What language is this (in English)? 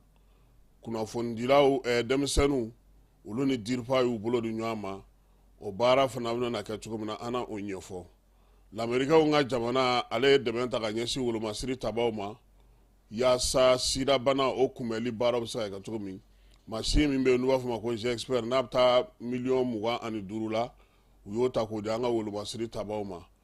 Bambara